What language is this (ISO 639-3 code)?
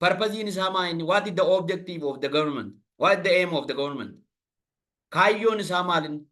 orm